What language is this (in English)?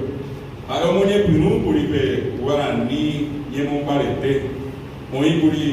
Guarani